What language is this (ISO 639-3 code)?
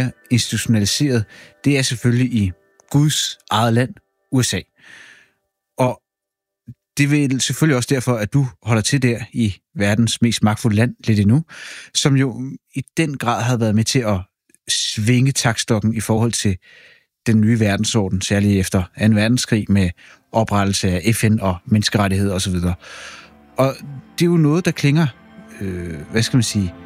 dan